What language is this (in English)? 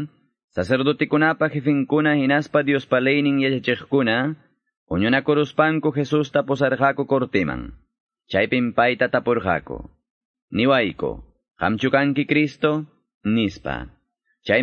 Quechua